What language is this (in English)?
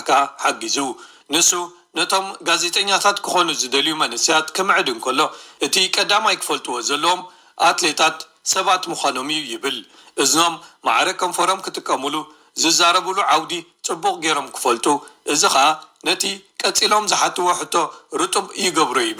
Tigrinya